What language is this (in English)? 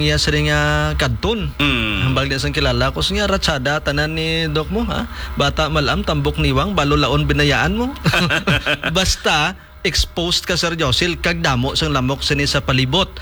Hiligaynon